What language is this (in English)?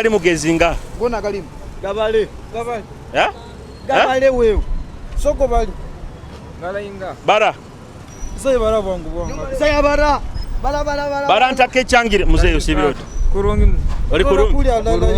Nyoro